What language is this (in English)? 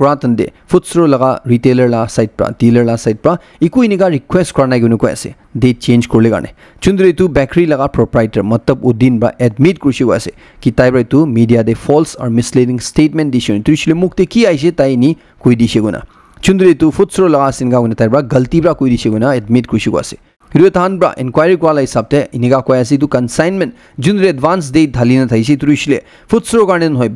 Naga Pidgin